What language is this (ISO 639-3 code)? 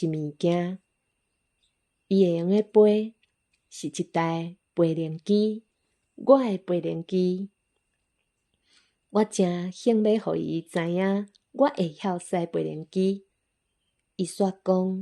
nan